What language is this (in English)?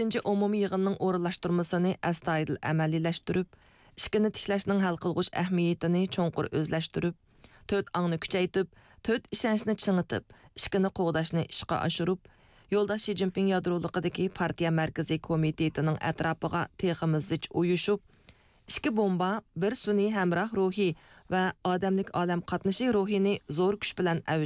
Uyghur